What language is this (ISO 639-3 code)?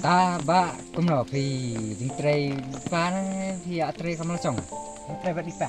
kha